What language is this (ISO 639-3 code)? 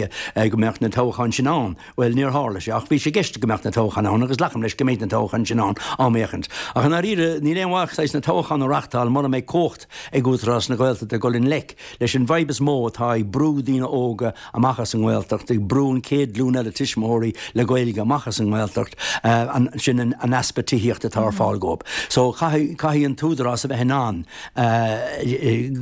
gle